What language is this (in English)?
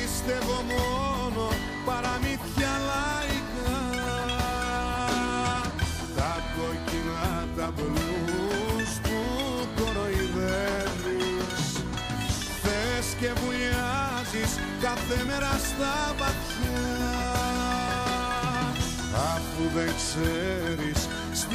Greek